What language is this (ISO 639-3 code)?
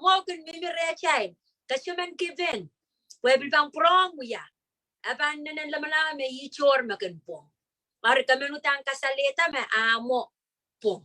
pon